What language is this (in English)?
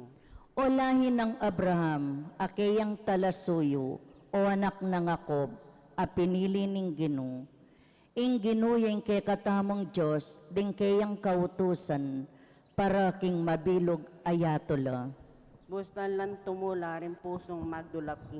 Pampanga